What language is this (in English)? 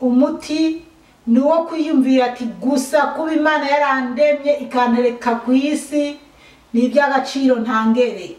Rundi